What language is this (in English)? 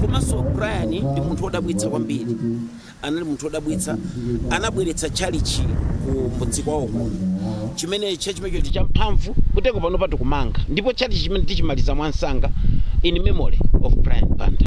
Nyanja